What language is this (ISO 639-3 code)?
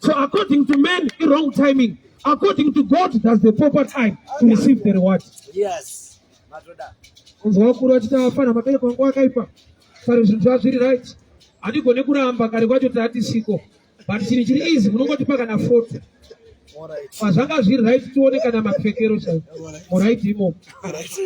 sna